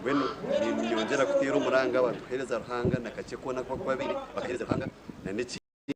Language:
Nyankole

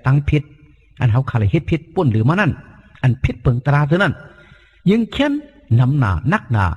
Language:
Shan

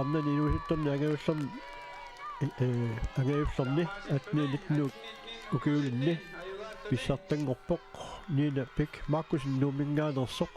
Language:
Kalaallisut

